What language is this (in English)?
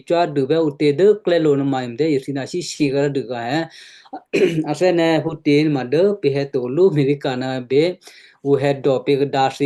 Western Kayah